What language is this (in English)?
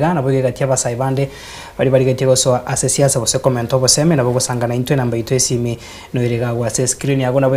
Gusii